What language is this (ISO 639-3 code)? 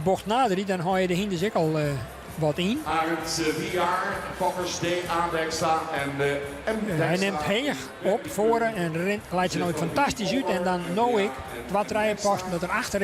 fry